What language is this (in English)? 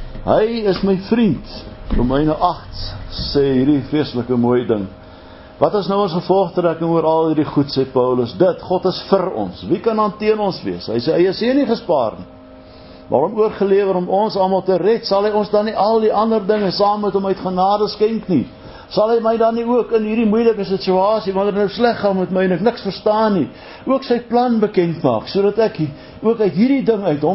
Afrikaans